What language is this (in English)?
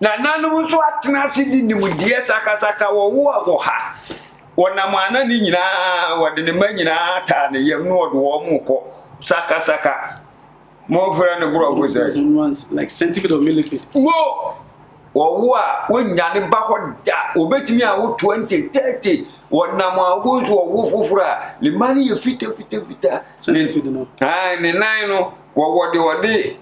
Akan